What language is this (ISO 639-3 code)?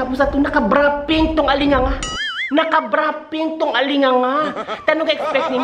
hil